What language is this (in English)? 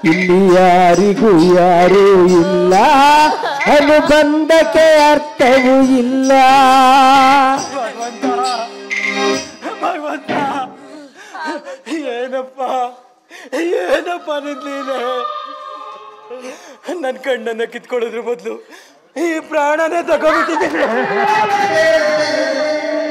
Kannada